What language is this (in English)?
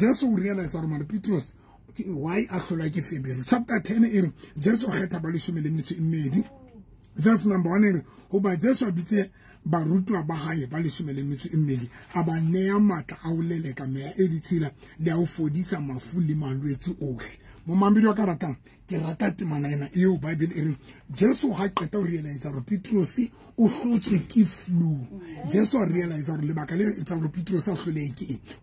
Southern Sotho